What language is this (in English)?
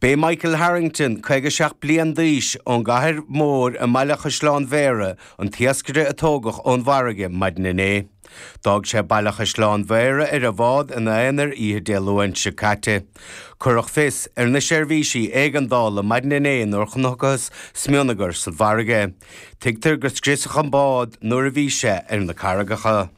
Irish